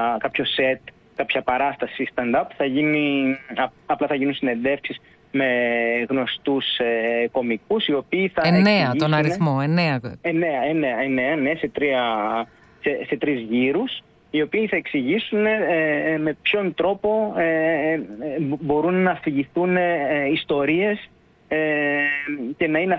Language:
Greek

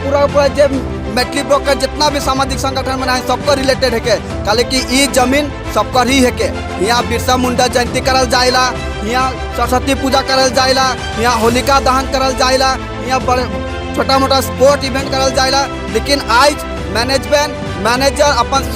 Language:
Sadri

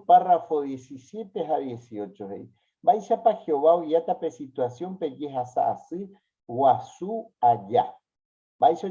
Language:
Guarani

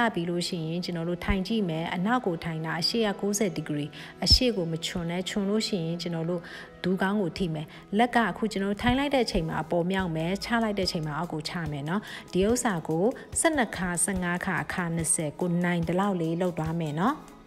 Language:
Burmese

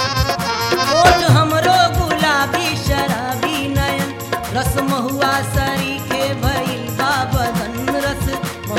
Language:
Bhojpuri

